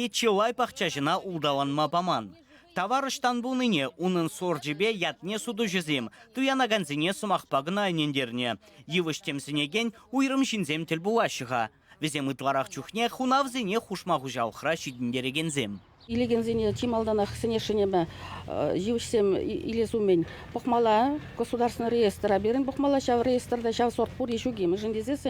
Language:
Chuvash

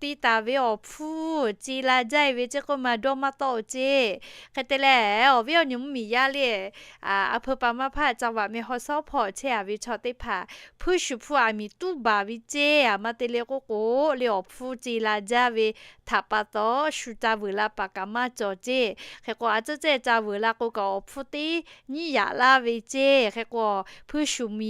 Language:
Lahu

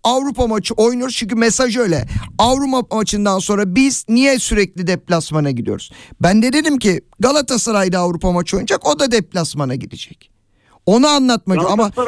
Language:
Turkish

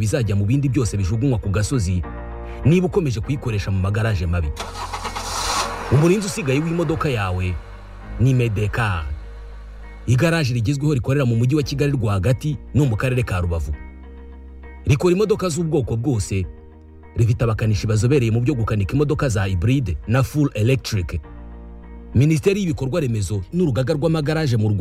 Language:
Kinyarwanda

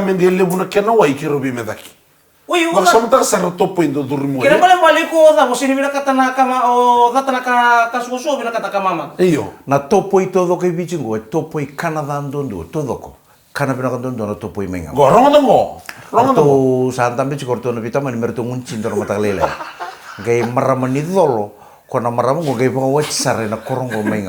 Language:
Fijian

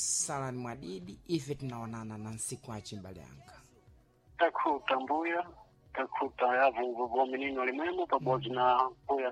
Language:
Sena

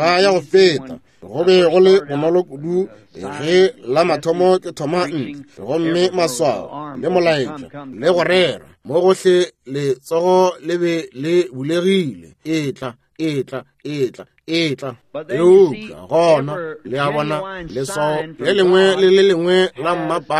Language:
Northern Sotho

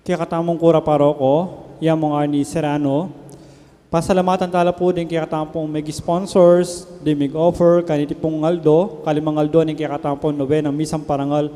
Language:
Pampanga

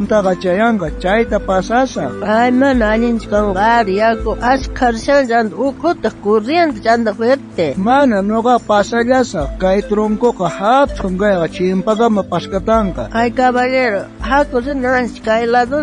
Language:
South Bolivian Quechua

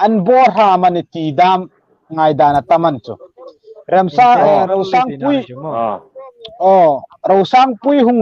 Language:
Hmar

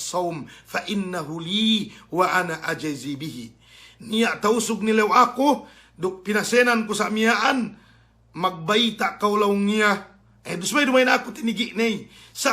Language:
Yakan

